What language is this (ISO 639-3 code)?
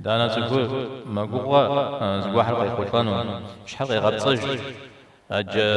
kbd